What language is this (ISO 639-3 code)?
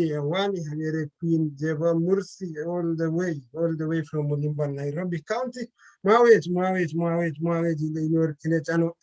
kln